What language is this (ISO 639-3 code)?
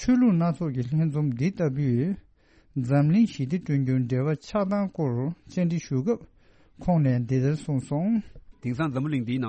bod